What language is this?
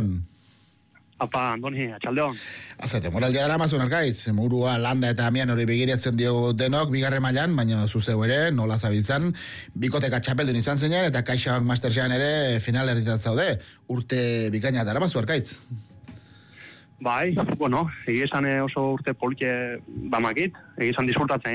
Basque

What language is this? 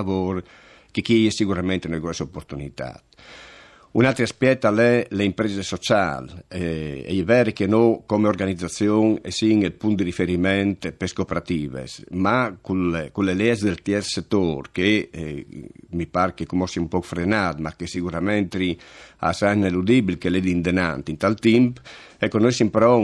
Friulian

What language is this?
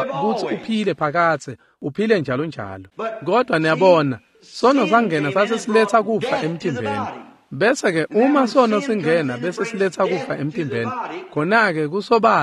Swati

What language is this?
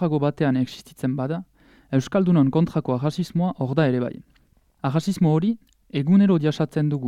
Basque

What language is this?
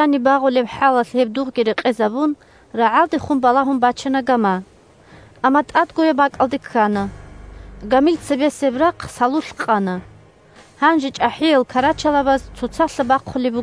Avaric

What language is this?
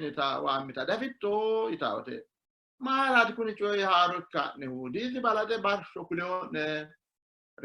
Sidamo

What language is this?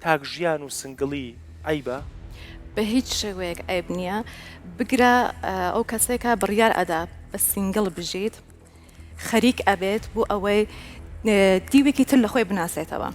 Central Kurdish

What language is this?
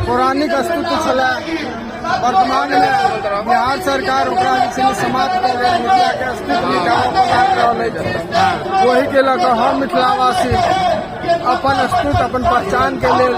Maithili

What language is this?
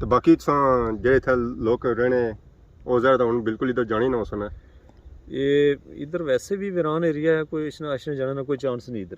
Pahari-Potwari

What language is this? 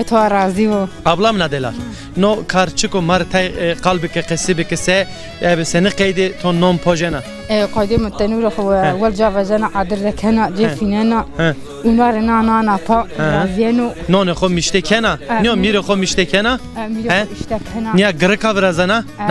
Zaza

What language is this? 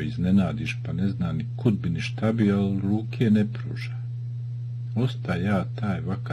Bosnian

